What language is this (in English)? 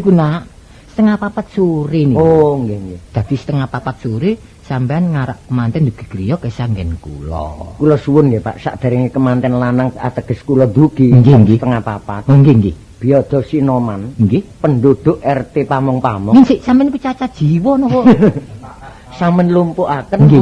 Javanese